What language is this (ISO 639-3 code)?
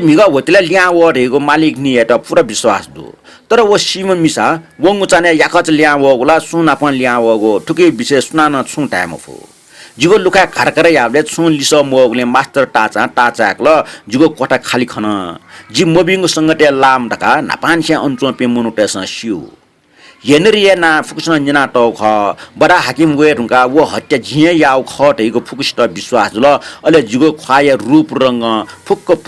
new